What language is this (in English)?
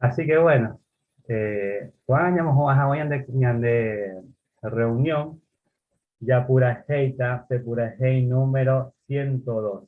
Guarani